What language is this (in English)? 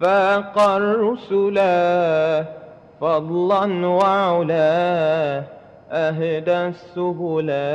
Madurese